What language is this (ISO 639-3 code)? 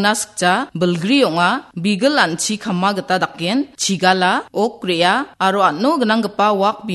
grt